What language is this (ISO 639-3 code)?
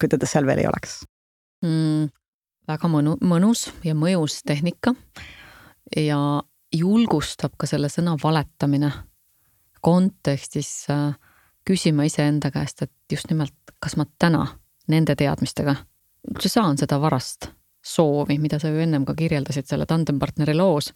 est